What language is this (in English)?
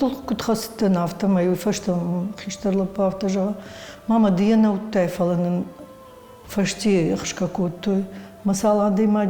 Ossetic